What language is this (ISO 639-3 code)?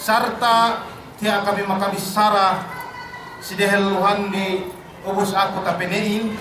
yka